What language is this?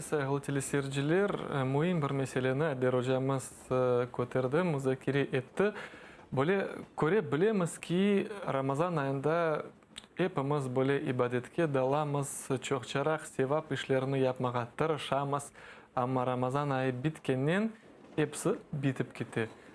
Crimean Tatar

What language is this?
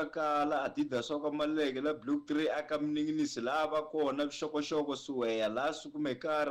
Tsonga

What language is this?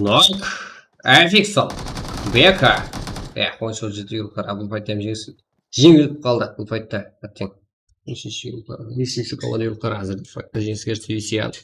Kara-Kalpak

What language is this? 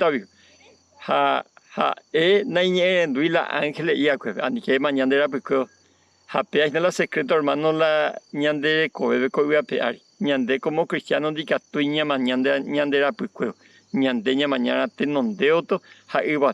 Guarani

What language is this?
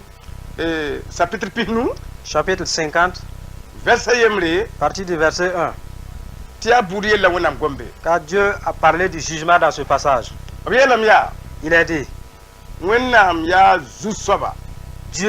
Mossi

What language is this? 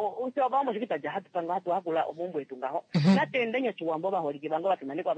Kuanyama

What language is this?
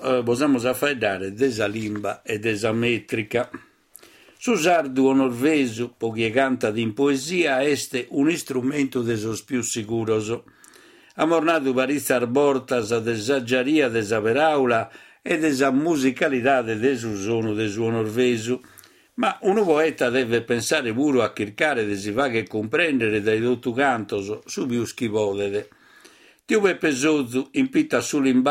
Sardinian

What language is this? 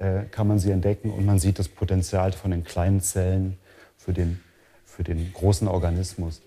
Romansh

